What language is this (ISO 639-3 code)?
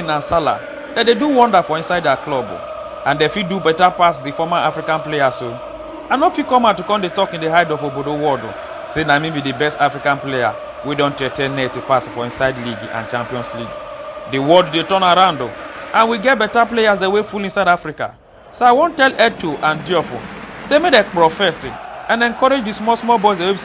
pcm